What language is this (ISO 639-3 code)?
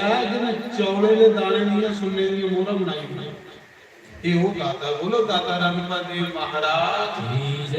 doi